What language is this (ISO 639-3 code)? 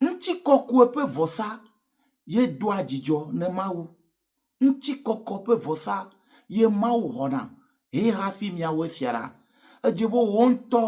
ewe